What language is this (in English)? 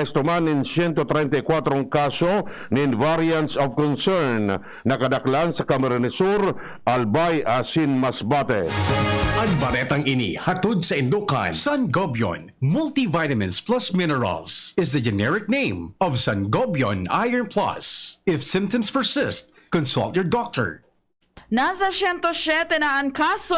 Bikol